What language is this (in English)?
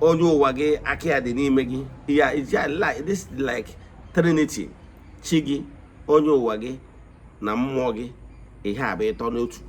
Igbo